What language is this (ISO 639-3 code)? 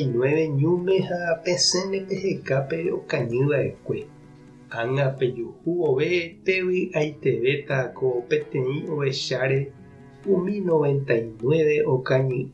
grn